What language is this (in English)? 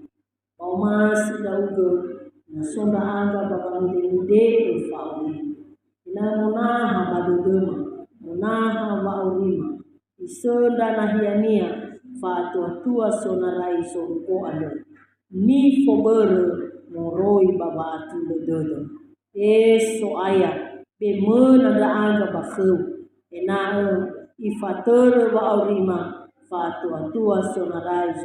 Nias